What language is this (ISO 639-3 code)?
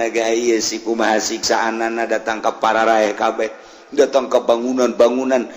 sun